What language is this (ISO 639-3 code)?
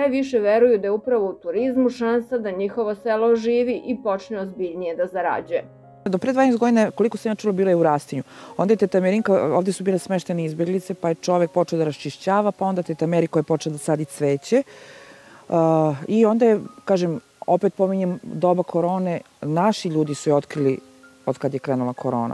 srp